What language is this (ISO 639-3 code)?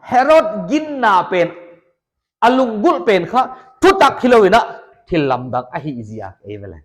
pck